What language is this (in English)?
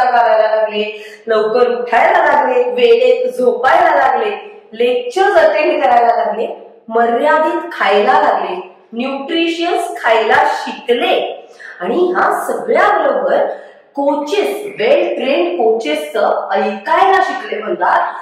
Marathi